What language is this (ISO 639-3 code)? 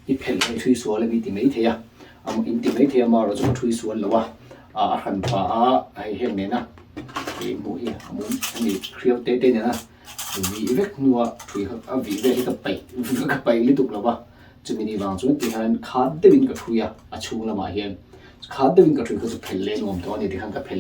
lus